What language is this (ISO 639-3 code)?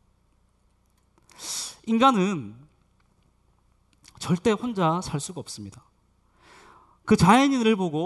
kor